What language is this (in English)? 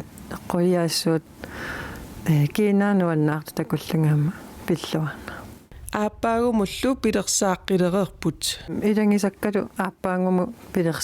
Kalaallisut